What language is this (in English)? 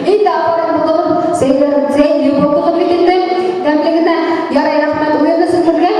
Bashkir